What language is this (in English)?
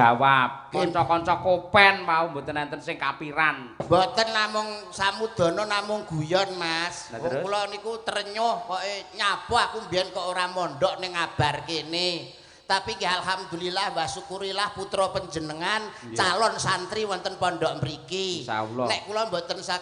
Javanese